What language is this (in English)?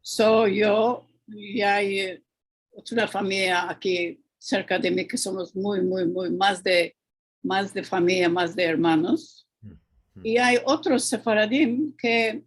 Ladino